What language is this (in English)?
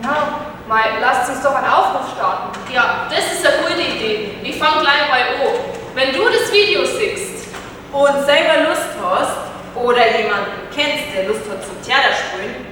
Bavarian